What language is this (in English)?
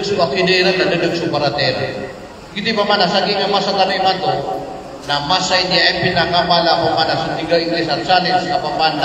Maranao